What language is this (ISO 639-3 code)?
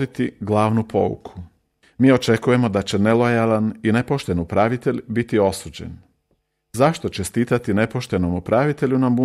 hrv